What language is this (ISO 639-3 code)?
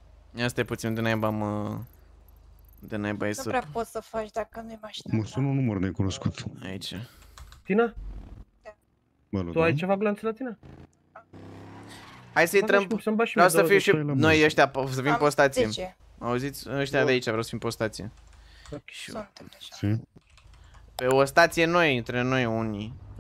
ron